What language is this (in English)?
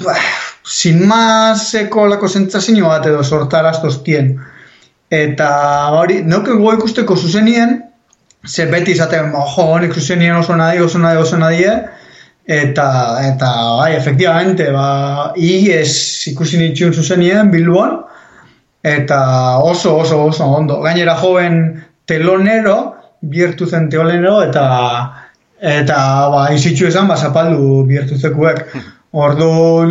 Basque